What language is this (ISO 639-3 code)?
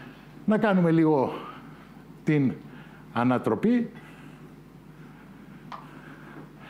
ell